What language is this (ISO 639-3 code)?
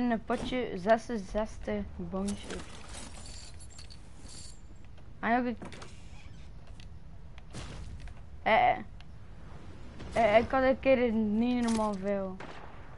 nld